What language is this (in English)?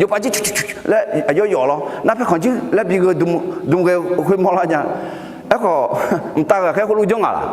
Akha